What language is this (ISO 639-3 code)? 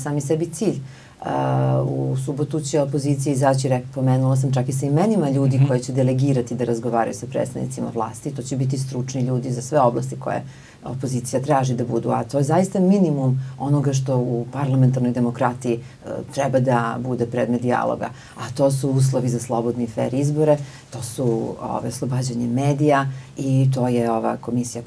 srp